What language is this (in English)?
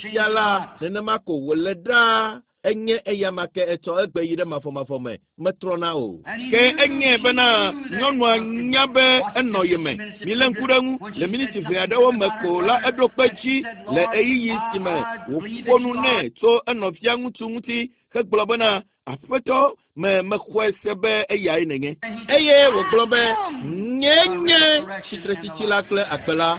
Ewe